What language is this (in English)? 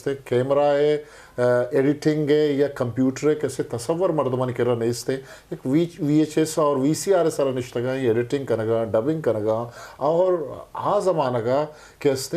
Eastern Balochi